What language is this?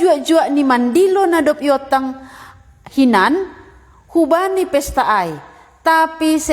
Batak Simalungun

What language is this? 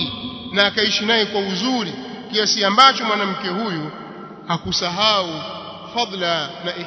Swahili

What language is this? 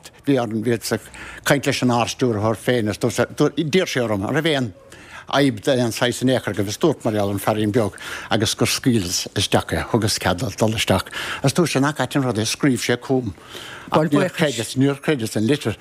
Irish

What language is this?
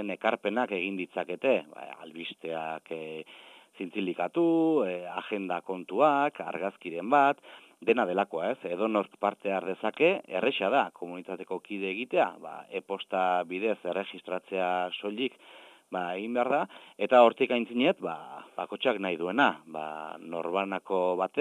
Basque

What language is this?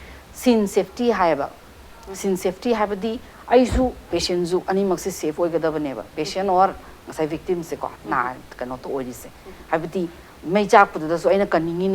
Manipuri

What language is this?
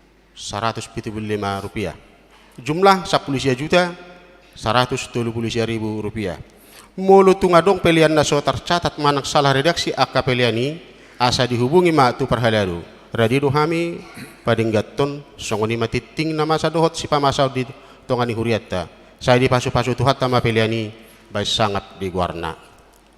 Batak Toba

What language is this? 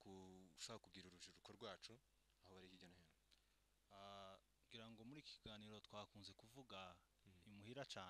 Kinyarwanda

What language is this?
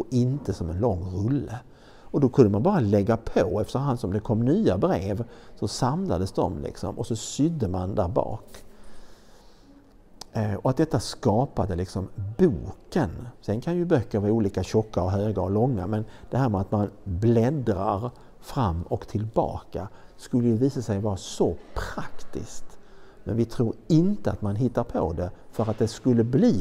Swedish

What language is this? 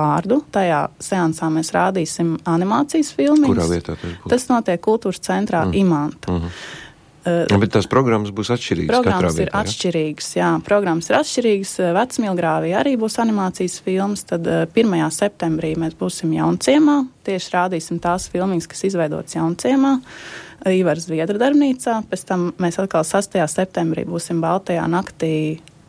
Latvian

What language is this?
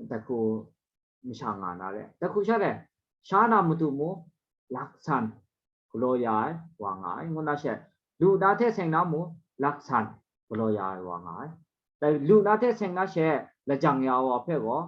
Kachin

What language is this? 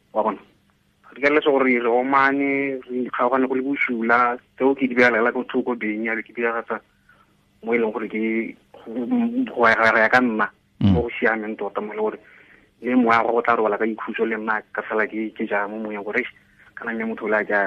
Tswana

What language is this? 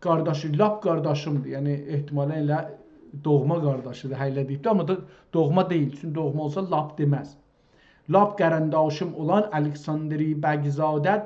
South Azerbaijani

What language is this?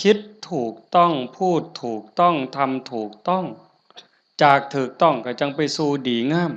Lao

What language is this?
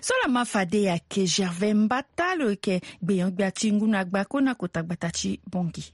Sango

